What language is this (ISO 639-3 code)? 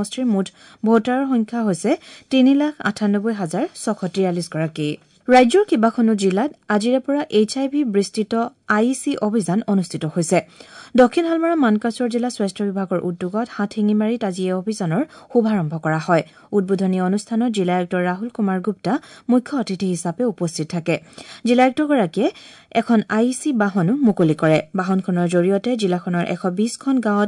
asm